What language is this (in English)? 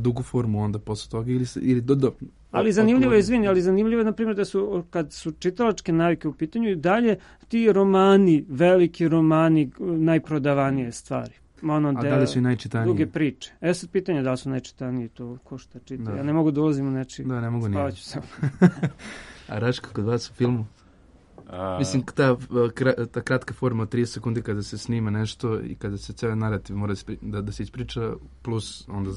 Serbian